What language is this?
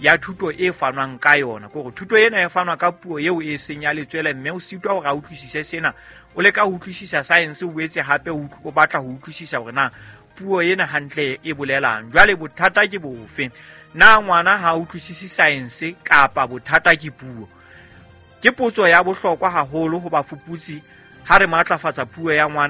Southern Sotho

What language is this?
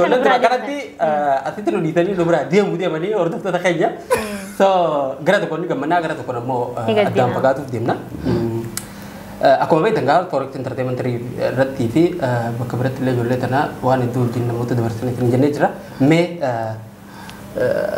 Oromo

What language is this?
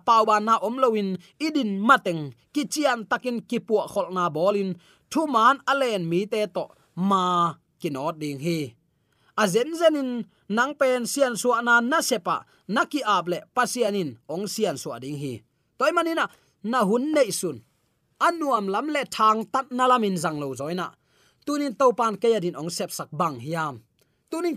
Tedim Chin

